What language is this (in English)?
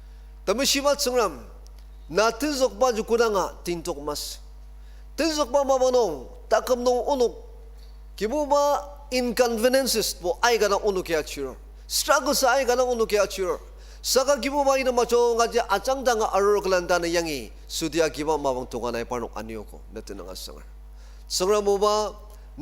Ao Naga